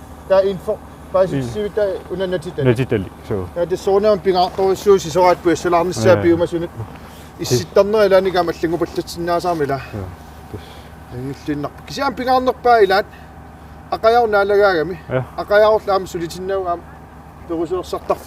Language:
Kalaallisut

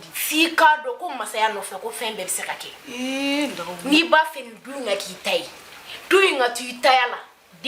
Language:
Bambara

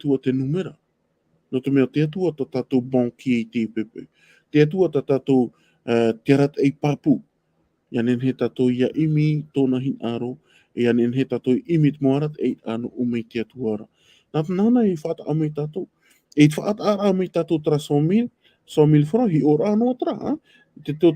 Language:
Tahitian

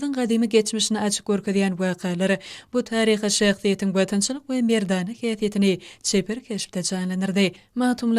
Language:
Turkmen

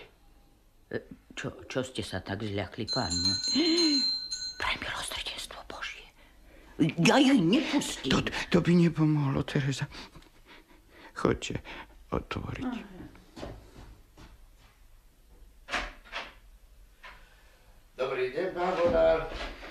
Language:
Slovak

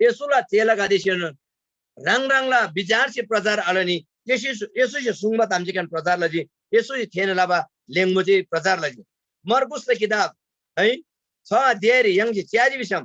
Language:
Eastern Tamang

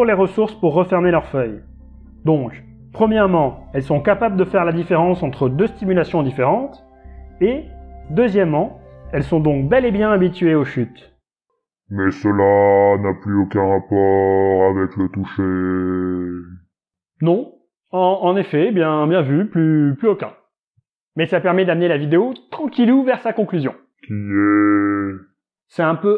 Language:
French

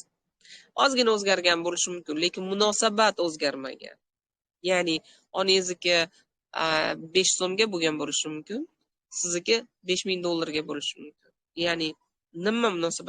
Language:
Uzbek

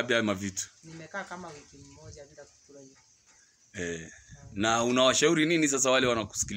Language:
Swahili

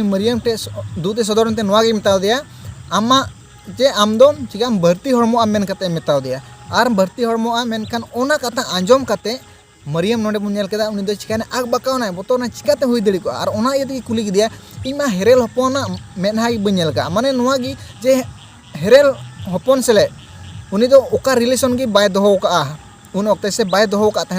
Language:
Santali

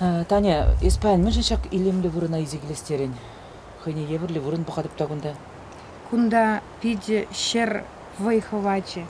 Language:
Chuvash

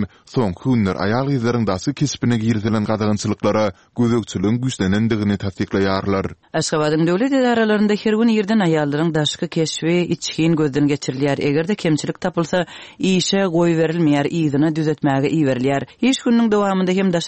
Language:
Turkmen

